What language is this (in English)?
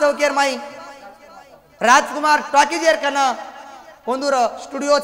Lambadi